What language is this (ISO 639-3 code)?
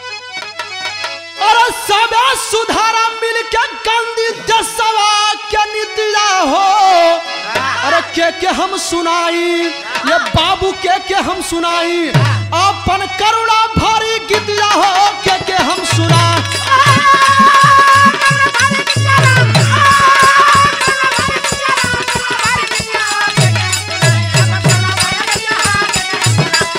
bho